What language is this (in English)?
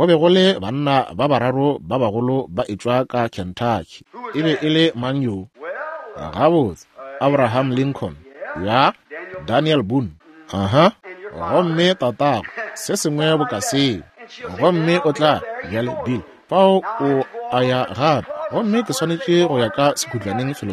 Northern Sotho